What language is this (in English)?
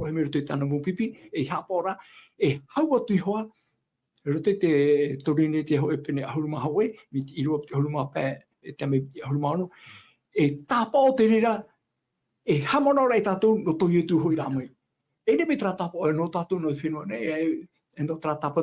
Tahitian